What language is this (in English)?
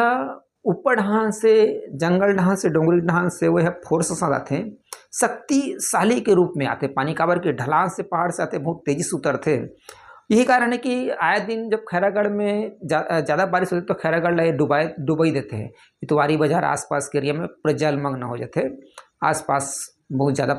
Chhattisgarhi